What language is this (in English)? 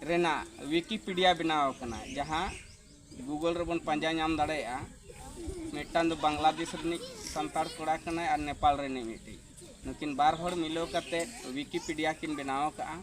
Santali